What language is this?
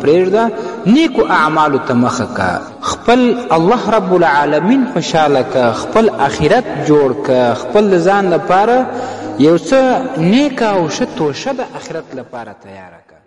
Pashto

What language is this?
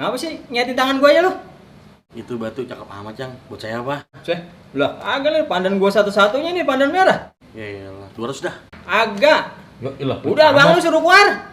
Betawi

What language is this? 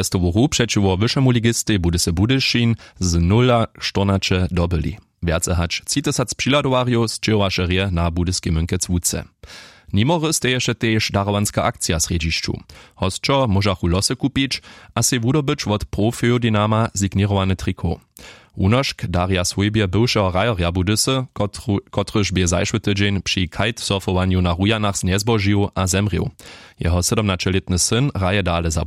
Upper Sorbian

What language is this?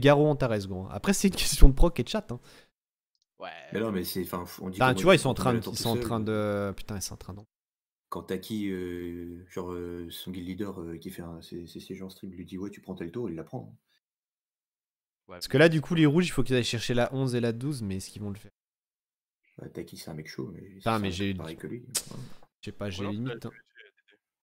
French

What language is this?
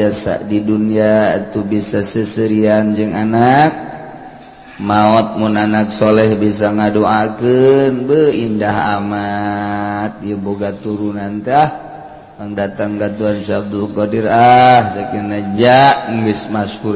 Sundanese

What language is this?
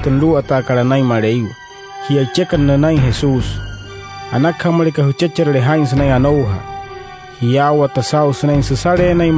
Wayuu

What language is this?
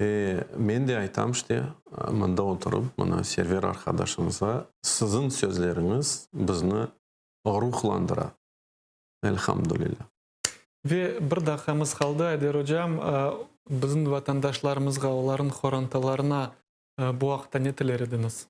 Crimean Tatar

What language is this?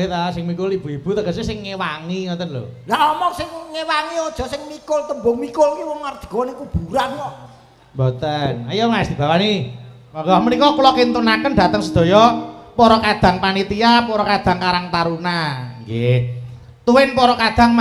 Javanese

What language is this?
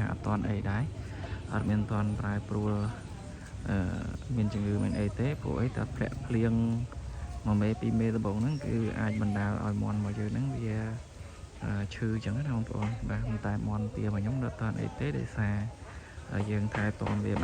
Khmer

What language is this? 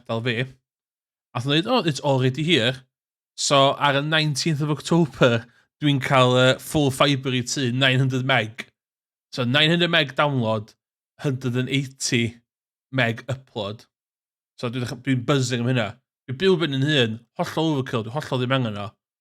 Welsh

